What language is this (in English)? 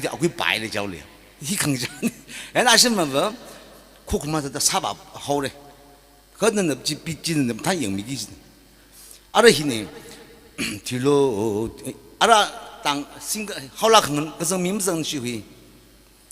Tangkhul Naga (India)